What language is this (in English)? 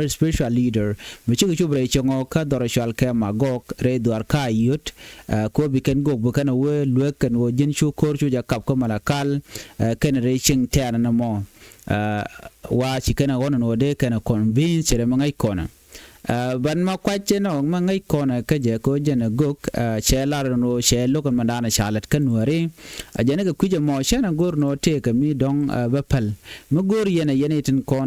Nuer